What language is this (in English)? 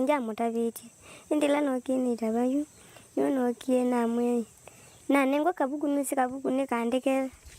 Kamba